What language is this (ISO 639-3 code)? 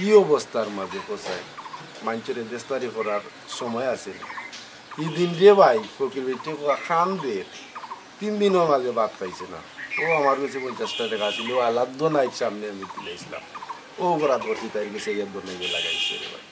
syl